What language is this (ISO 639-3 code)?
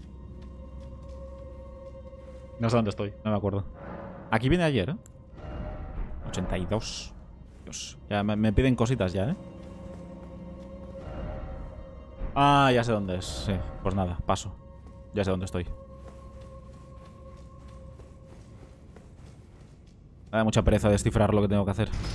spa